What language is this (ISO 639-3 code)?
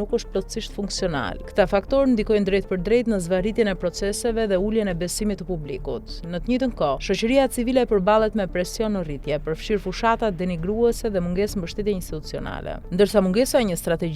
sqi